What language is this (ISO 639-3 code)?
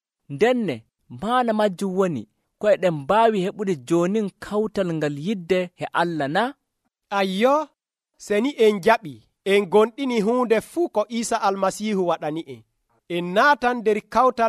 fuv